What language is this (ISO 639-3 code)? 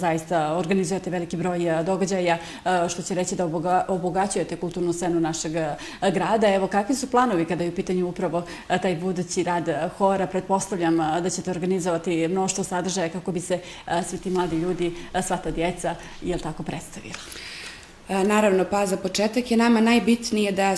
bos